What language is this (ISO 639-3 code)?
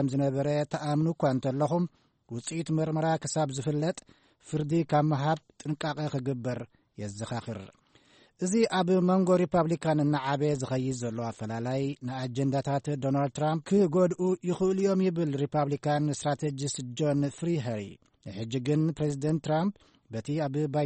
tir